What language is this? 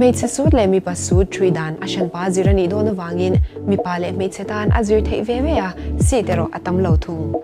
Mizo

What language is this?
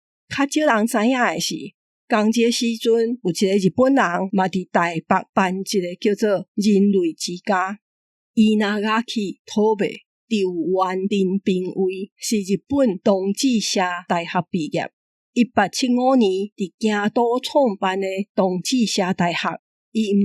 Min Nan Chinese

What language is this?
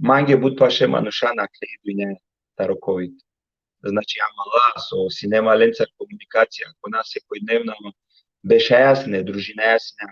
Balkan Romani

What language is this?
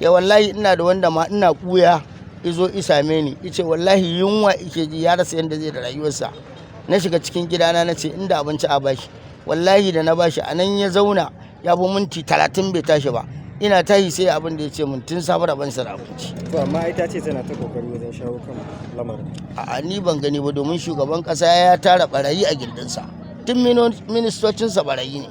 Hausa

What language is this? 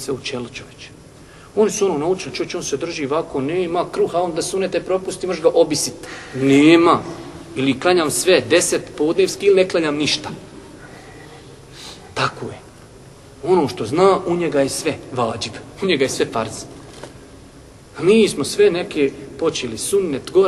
Bosnian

